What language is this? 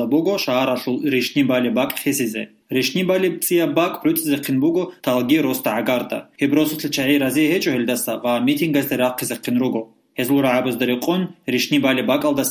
Avaric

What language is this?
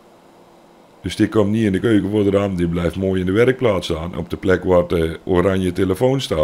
Dutch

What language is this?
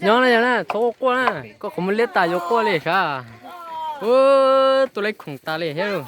Hmong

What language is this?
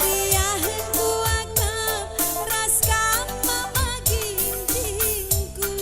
Batak Karo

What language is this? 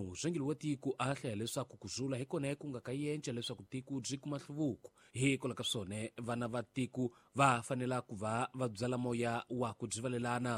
Tsonga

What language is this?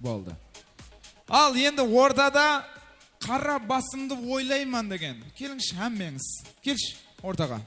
Kara-Kalpak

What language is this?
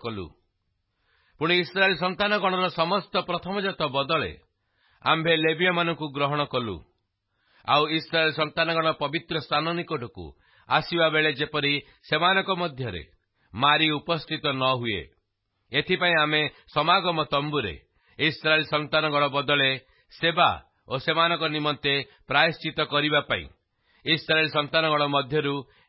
Odia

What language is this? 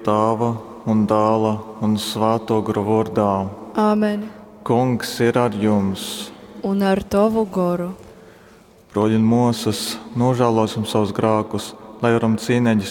Latgalian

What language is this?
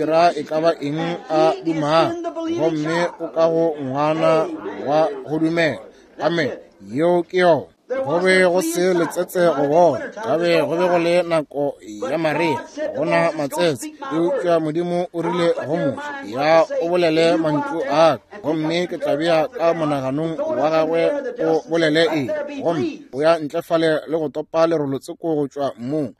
Northern Sotho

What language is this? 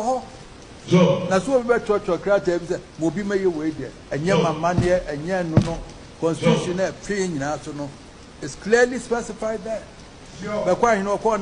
Akan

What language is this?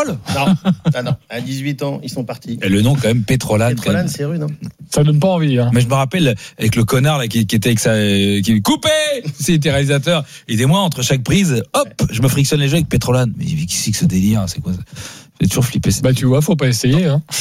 French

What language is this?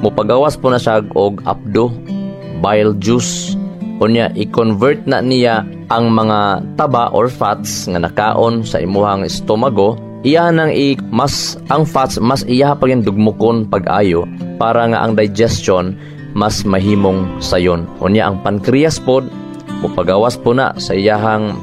Cebuano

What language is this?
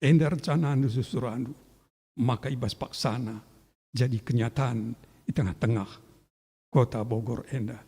Batak Karo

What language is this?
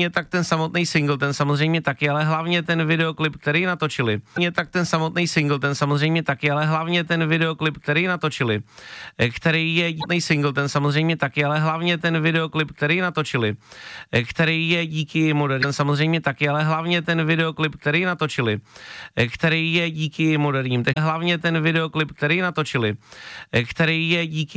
Czech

